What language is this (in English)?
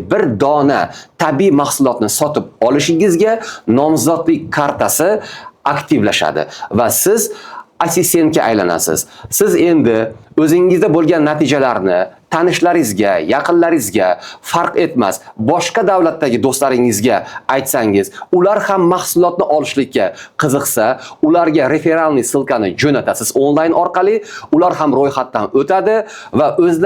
Uzbek